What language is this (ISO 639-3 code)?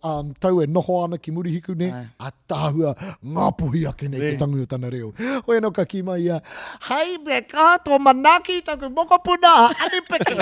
mri